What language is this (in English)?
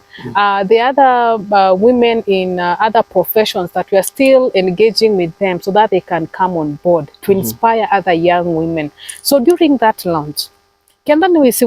Kamba